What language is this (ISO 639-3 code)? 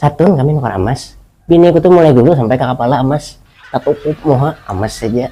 bjn